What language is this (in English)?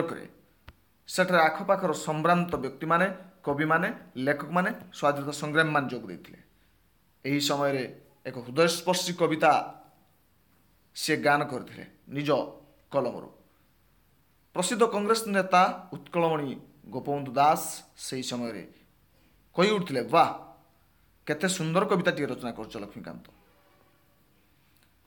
Odia